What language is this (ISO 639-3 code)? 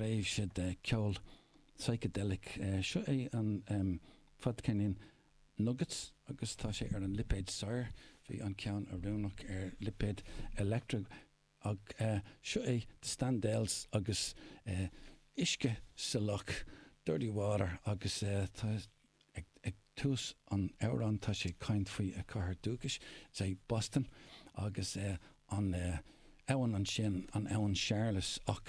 gle